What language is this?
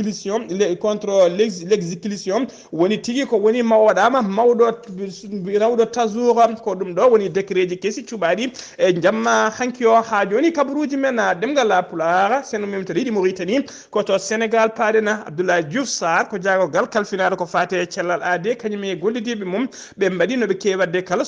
Fula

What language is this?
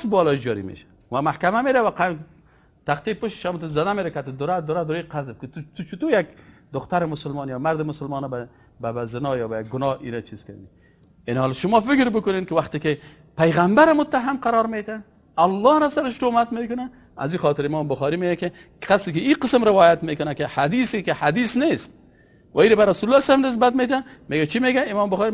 Persian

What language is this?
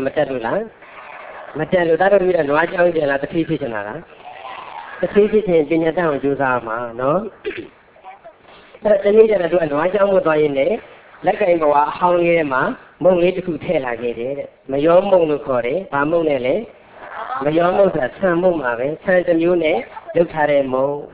Burmese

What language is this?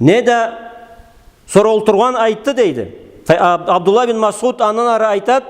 Karachay-Balkar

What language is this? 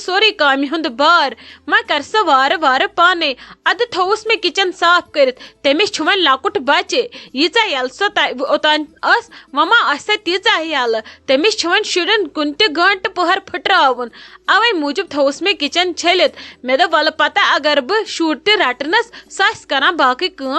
Kashmiri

